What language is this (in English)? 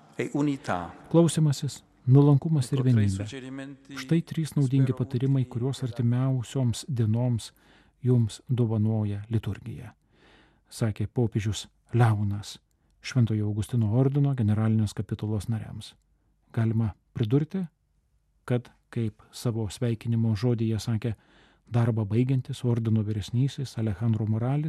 Lithuanian